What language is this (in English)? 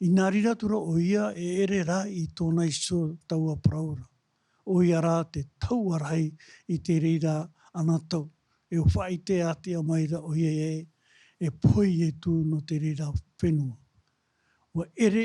Tahitian